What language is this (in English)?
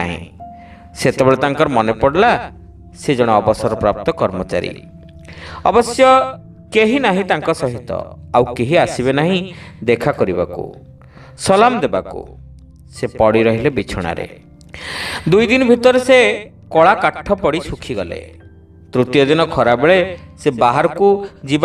Odia